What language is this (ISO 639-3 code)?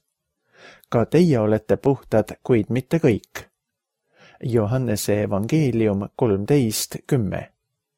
est